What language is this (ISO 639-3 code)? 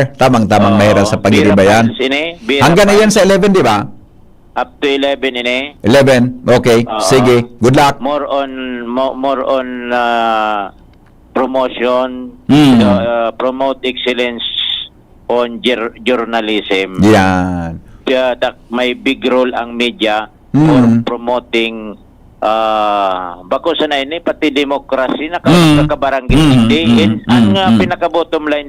bik